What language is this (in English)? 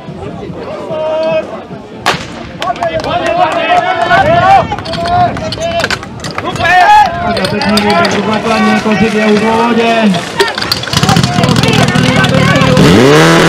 Czech